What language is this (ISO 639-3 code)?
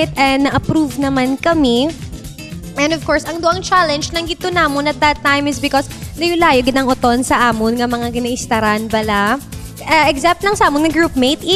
hil